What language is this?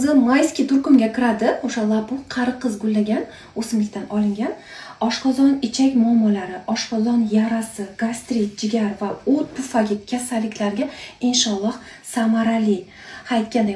Uzbek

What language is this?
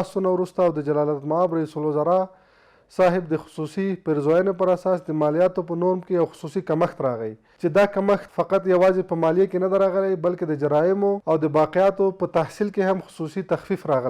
Pashto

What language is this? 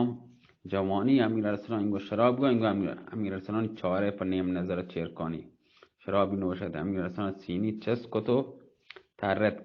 Baluchi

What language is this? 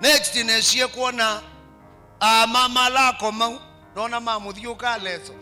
Kamba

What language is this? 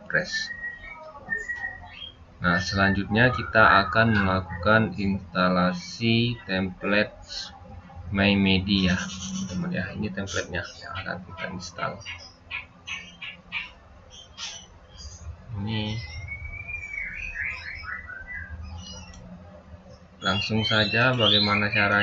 Indonesian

